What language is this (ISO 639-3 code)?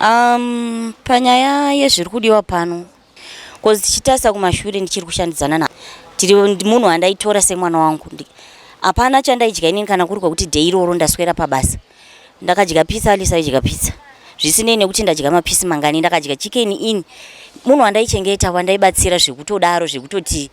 sna